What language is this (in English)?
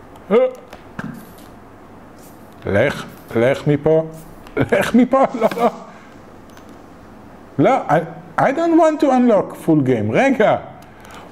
Hebrew